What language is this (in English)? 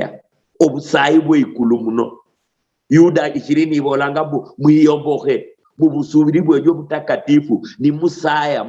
Luyia